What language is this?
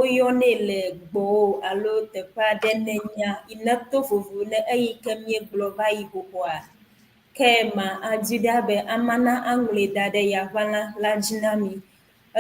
Ewe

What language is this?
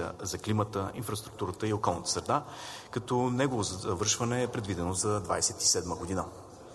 Bulgarian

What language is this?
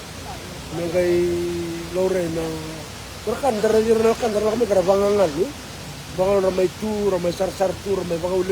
Fijian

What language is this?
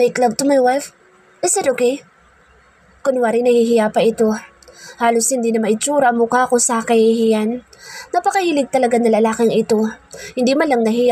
Filipino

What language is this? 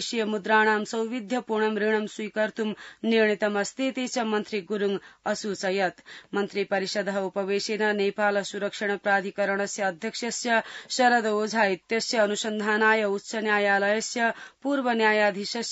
Sanskrit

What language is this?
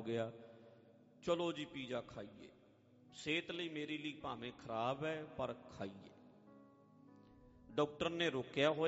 Punjabi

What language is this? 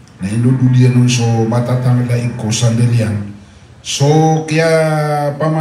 Maranao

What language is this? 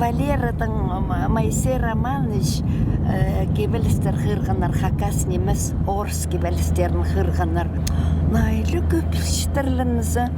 Khakas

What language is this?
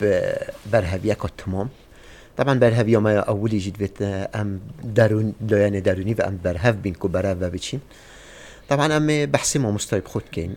Kurdish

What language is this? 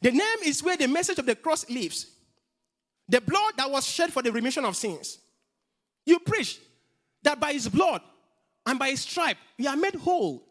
English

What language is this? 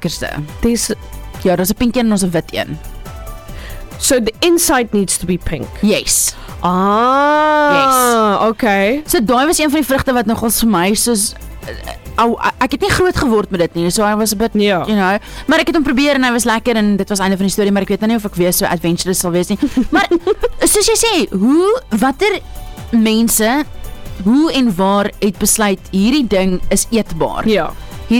Afrikaans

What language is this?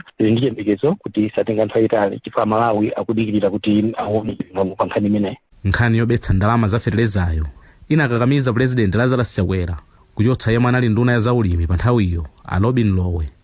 Nyanja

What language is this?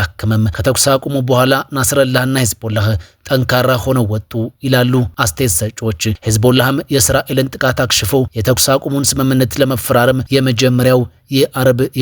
Amharic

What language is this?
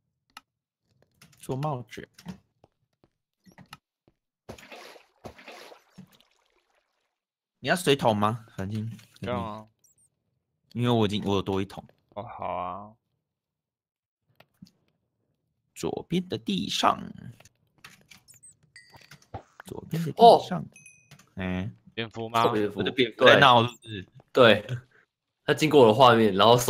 Chinese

